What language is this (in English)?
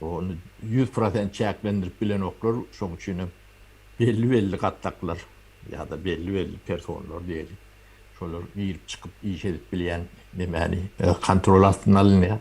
Turkmen